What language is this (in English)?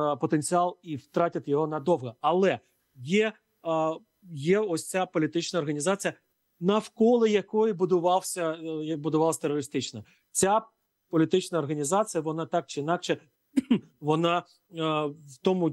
Ukrainian